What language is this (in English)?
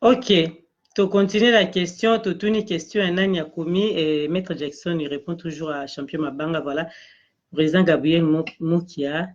Lingala